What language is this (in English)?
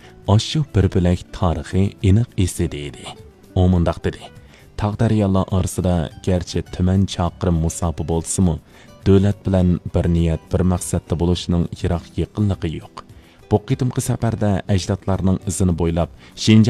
Uyghur